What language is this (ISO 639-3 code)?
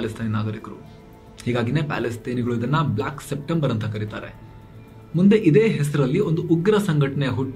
kan